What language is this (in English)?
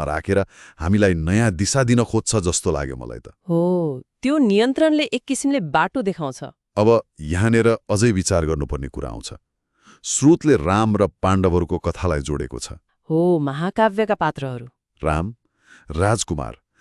Nepali